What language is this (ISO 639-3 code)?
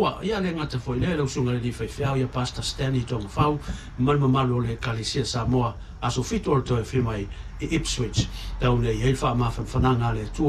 smo